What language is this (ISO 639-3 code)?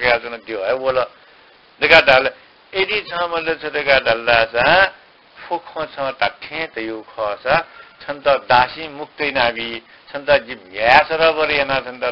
new